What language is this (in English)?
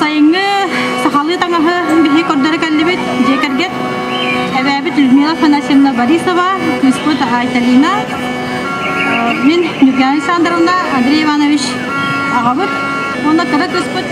Yakut